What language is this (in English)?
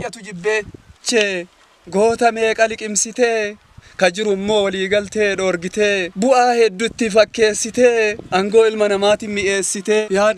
Oromo